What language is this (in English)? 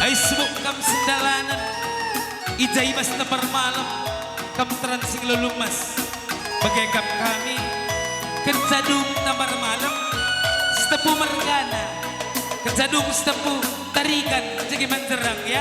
Batak Karo